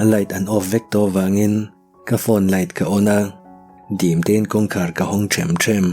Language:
Mizo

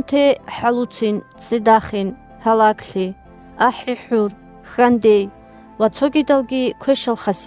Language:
Avaric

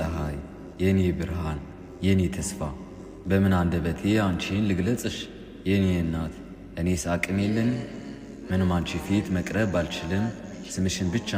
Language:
Amharic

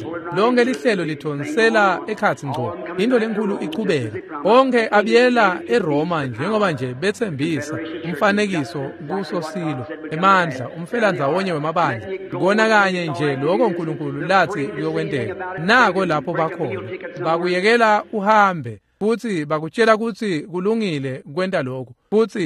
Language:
Swati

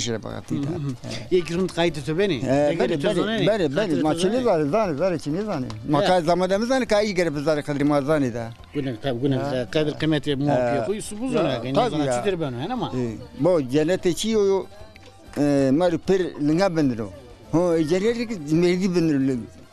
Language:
Zaza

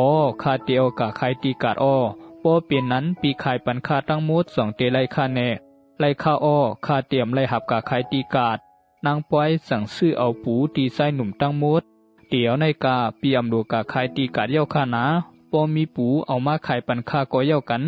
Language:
Shan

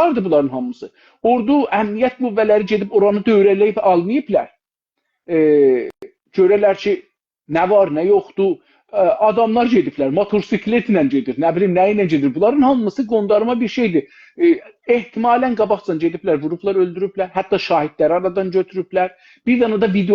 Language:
South Azerbaijani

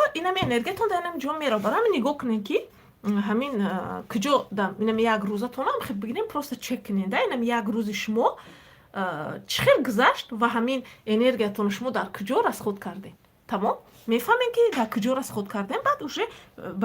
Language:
Tajik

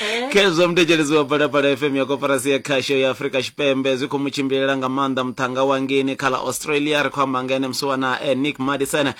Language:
Venda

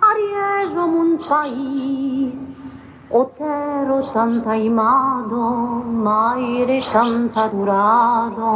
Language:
Occitan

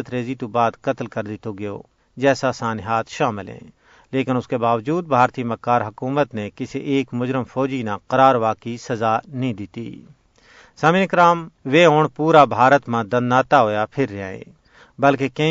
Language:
Gujari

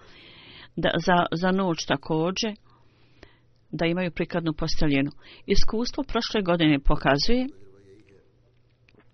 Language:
Bosnian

